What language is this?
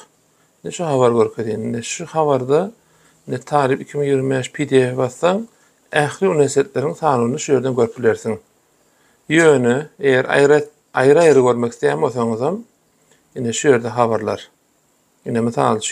Turkmen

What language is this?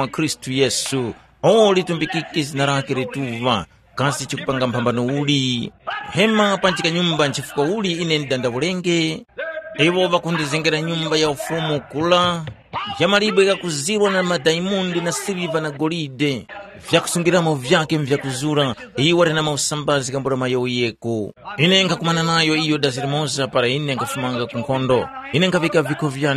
Tumbuka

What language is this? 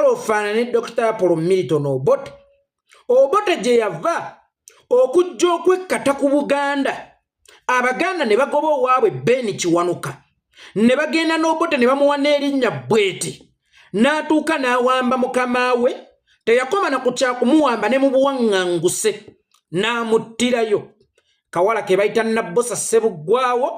Ganda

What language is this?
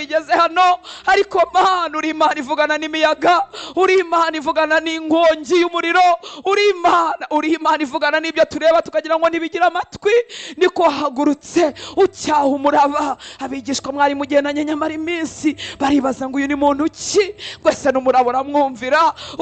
Kinyarwanda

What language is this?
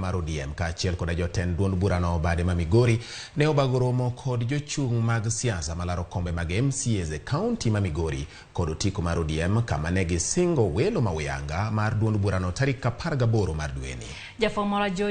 Luo (Kenya and Tanzania)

